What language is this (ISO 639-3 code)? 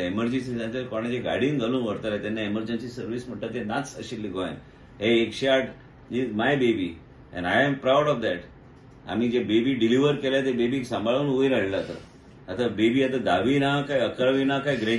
kok